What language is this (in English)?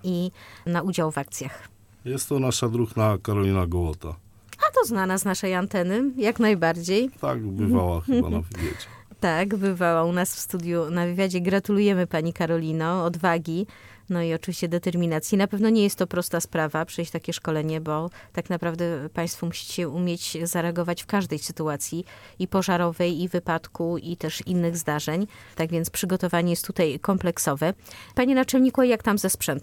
Polish